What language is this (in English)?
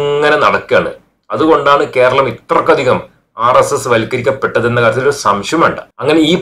Malayalam